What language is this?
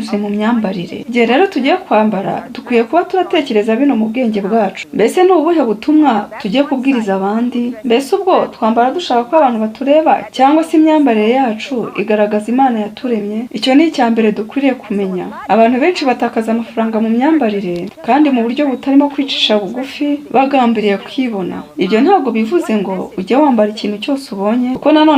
Kinyarwanda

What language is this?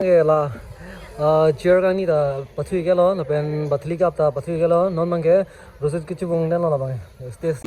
Karbi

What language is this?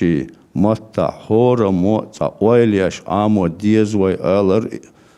Chechen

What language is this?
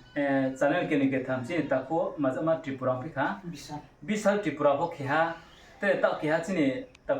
Riang (India)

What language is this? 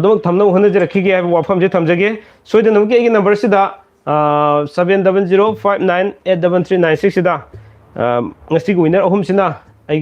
Manipuri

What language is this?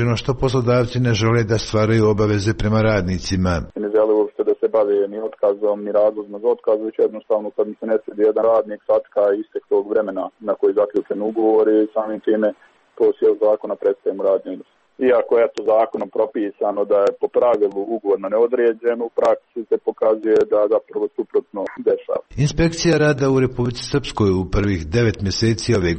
Serbian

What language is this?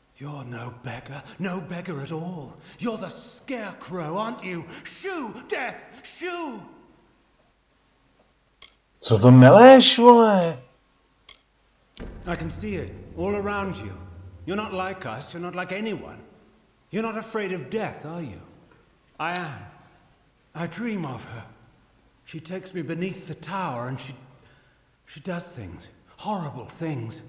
Czech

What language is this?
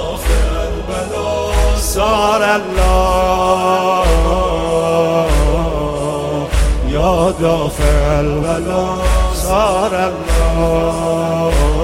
Persian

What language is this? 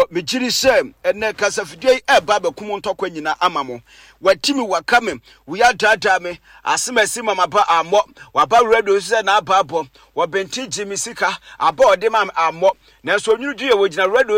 Akan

